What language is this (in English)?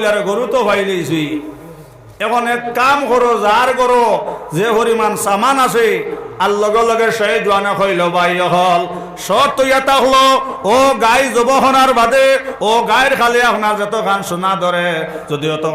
Sylheti